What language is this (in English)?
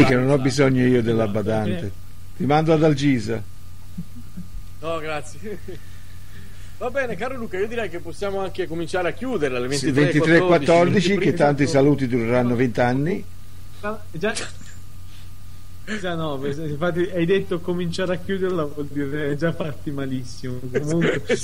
Italian